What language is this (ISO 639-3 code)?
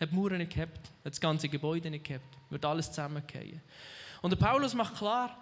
gsw